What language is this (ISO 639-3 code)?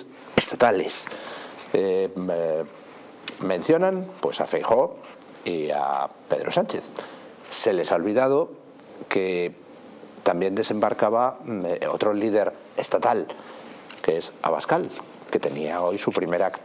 spa